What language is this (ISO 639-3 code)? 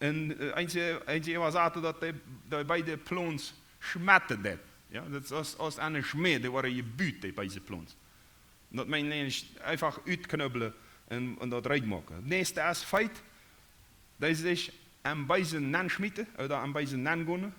pdt